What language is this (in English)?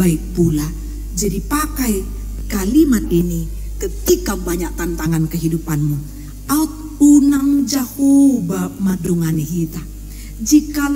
Batak Toba